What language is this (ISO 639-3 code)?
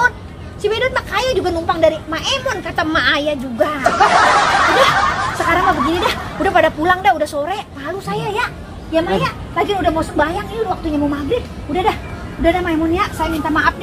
bew